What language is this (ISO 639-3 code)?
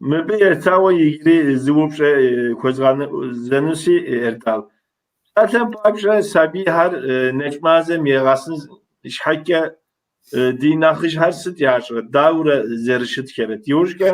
kbd